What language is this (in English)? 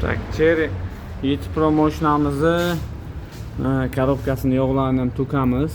Uzbek